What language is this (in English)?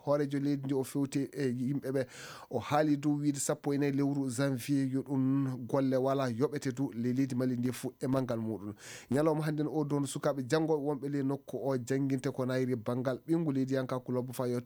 Fula